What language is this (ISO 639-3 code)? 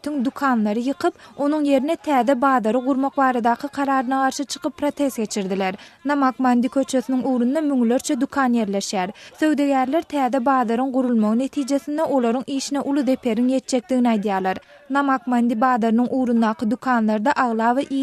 tuk